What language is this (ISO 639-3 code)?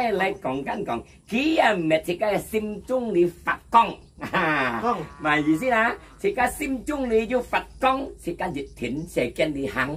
hak